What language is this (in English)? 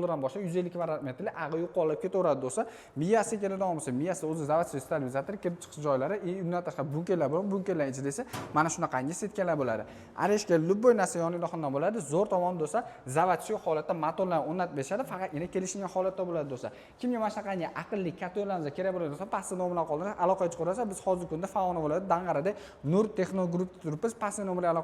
Uzbek